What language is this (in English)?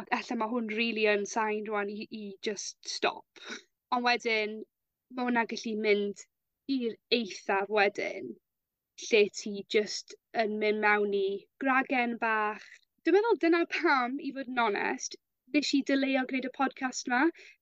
Welsh